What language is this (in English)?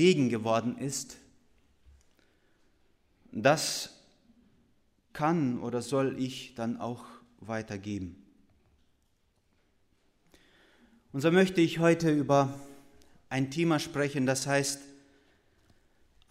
German